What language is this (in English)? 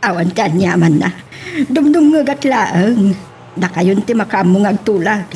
Iloko